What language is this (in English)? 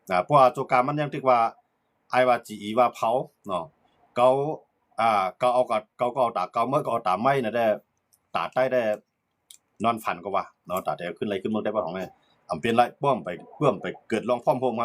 Shan